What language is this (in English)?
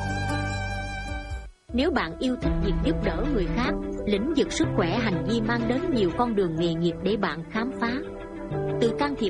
Vietnamese